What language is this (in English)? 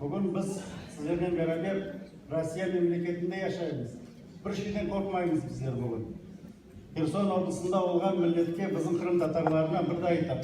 Crimean Tatar